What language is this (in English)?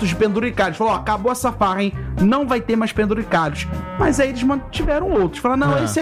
Portuguese